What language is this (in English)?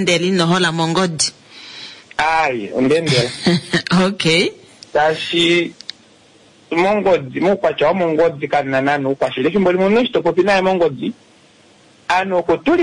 Kuanyama